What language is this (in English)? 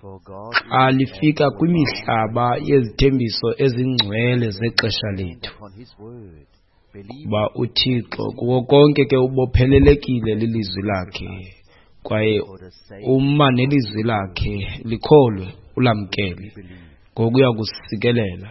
Xhosa